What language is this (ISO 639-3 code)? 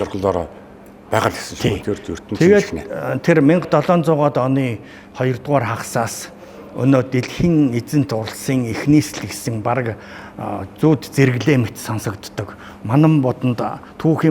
mon